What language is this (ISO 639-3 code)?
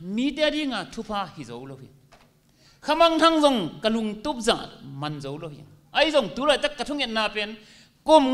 ctd